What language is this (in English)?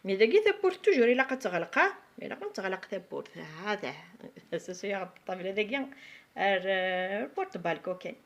Kabyle